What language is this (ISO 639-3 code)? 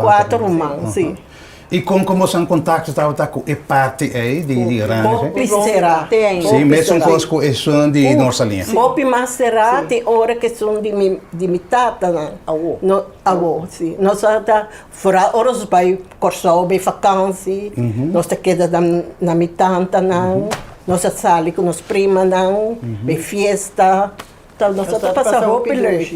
pap